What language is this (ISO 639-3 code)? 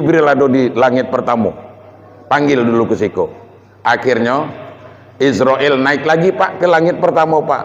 min